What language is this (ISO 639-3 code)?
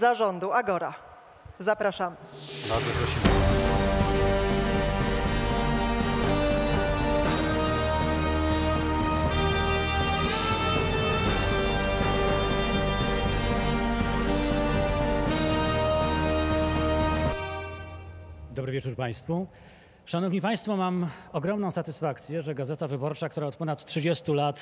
pol